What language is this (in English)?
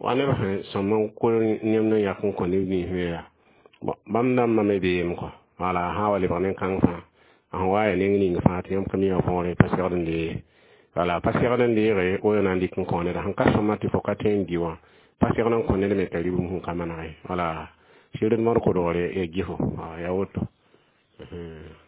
Mossi